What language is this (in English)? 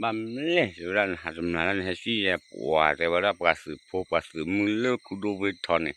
S'gaw Karen